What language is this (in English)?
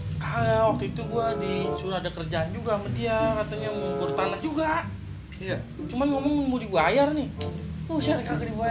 Betawi